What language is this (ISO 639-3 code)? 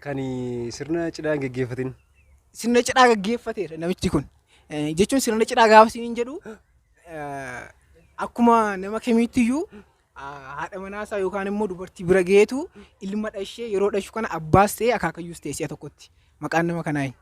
orm